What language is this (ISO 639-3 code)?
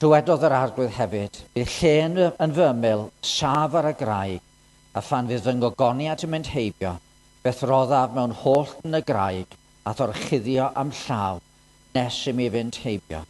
cym